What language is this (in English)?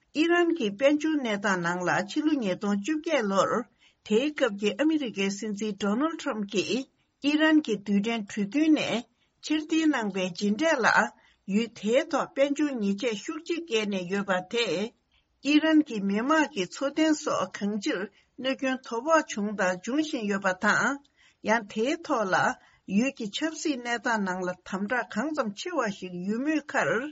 Tibetan